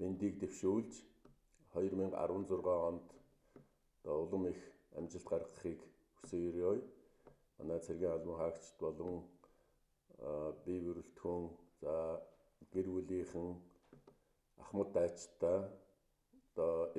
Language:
Mongolian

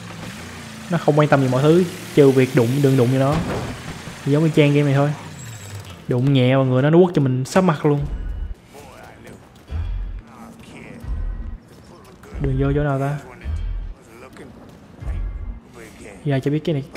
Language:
Vietnamese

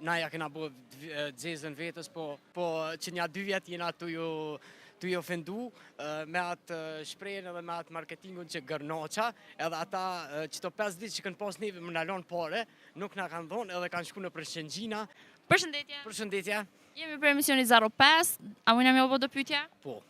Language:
Albanian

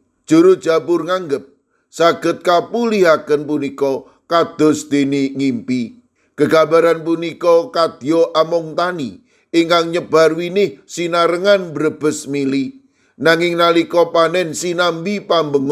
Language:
Javanese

